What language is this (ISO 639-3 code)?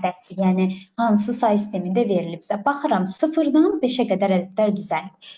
aze